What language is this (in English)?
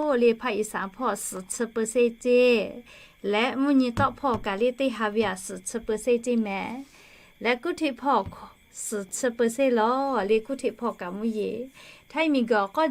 Lahu